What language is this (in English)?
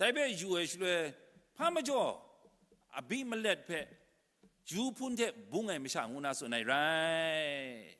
Kachin